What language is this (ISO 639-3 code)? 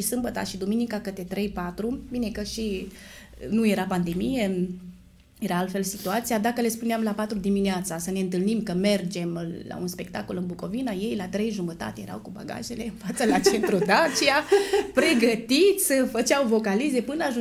ron